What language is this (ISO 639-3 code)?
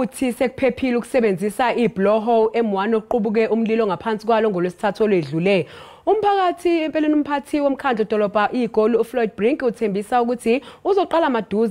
zul